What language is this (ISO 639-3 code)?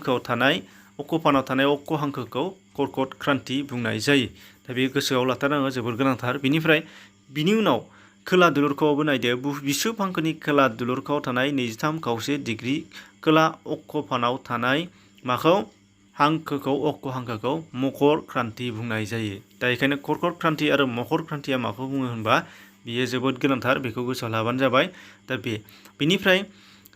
brx